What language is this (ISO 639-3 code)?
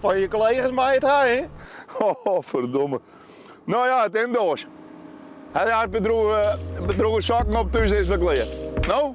fry